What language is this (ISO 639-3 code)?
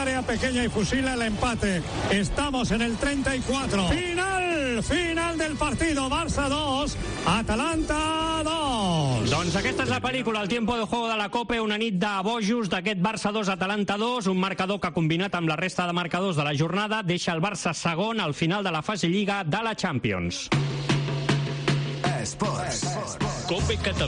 cat